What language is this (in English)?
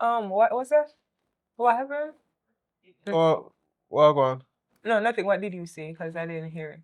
Jamaican Creole English